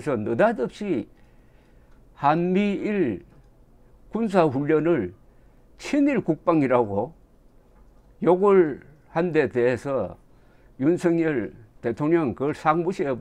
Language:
Korean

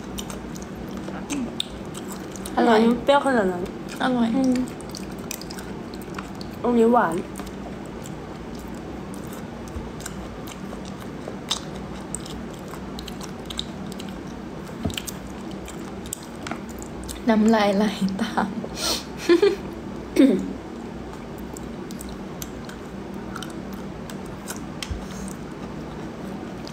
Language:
Thai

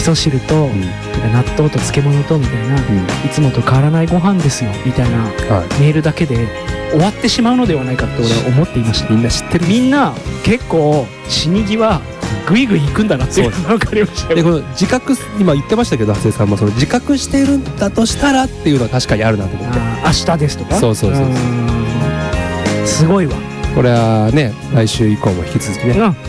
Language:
Japanese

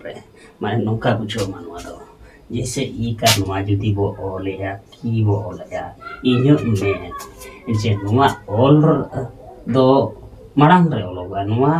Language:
Santali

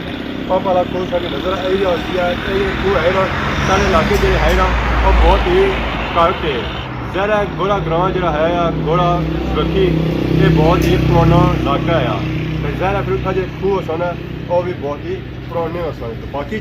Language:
Pahari-Potwari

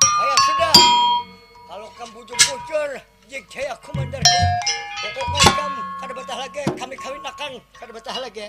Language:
Banjar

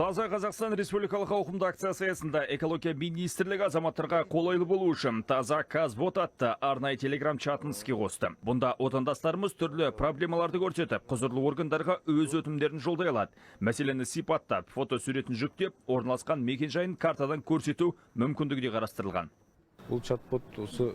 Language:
Kazakh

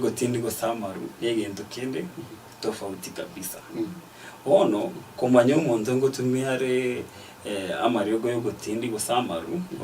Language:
Gusii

